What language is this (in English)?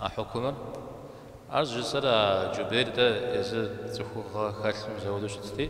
Kabardian